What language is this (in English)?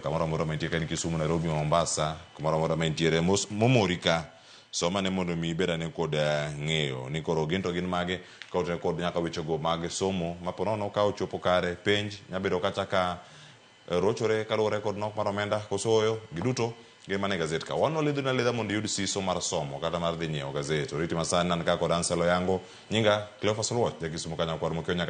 Luo (Kenya and Tanzania)